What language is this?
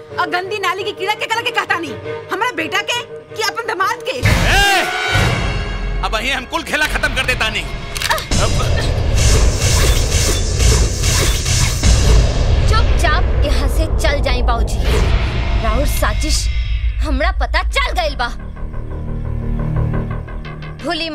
Bhojpuri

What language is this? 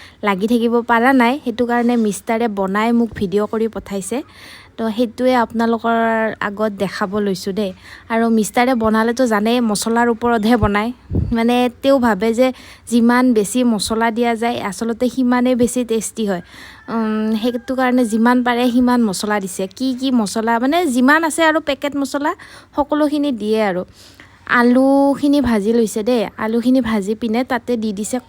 Assamese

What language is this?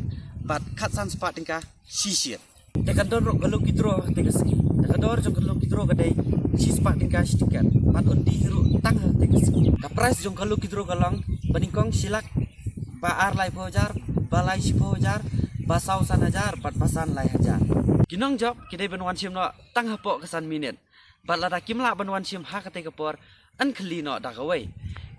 Khasi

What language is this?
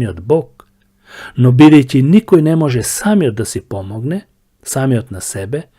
Macedonian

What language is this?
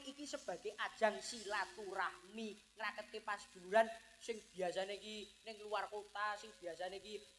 Javanese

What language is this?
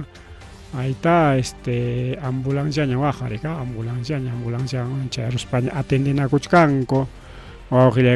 Ayacucho Quechua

